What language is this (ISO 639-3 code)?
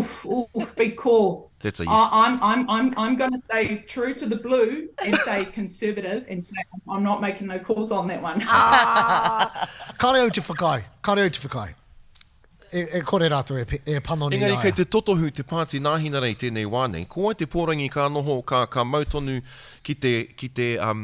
mri